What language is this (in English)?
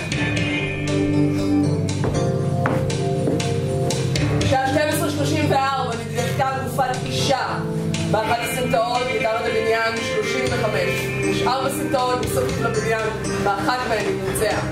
Hebrew